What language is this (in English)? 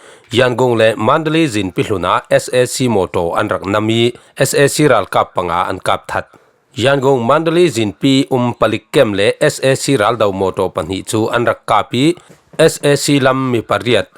Falam Chin